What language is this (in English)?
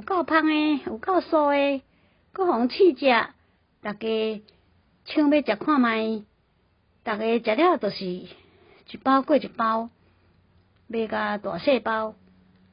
Min Nan Chinese